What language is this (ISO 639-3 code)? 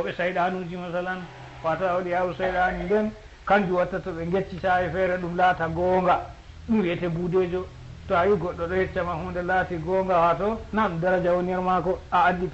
ful